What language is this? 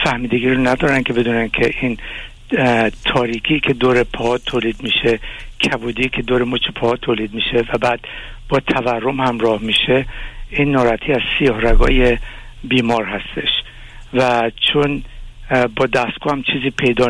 Persian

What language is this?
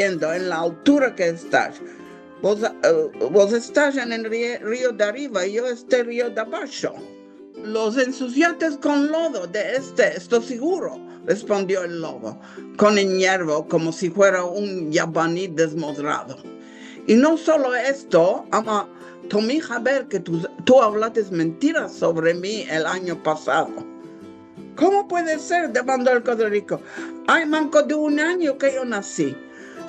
Ladino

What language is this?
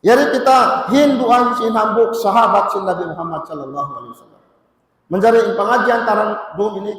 Tausug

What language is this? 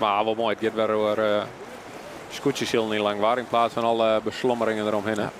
Western Frisian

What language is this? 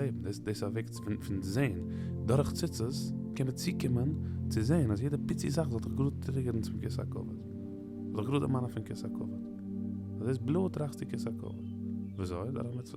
Yiddish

